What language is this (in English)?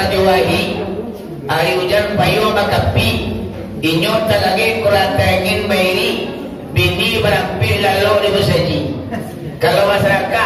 Minangkabau